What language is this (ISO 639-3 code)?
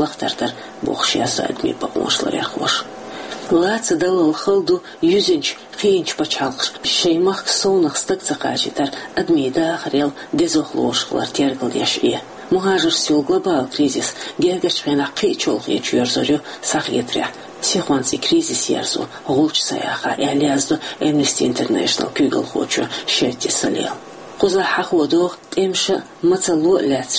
che